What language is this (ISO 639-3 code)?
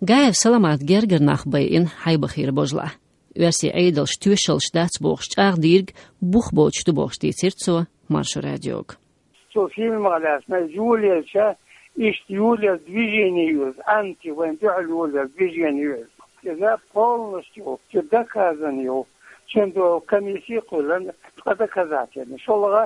che